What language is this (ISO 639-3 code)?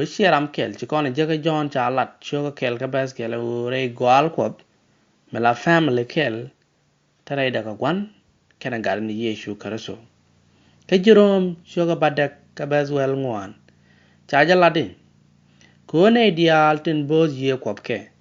nus